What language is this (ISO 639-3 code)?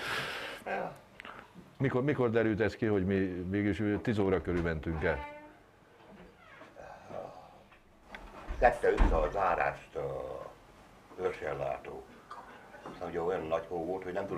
hun